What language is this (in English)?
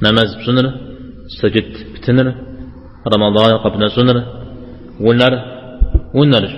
Kabardian